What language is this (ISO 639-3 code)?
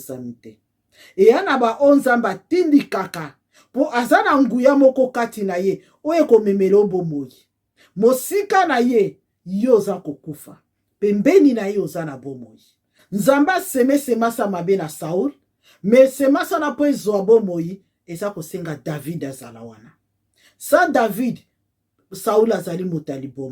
lin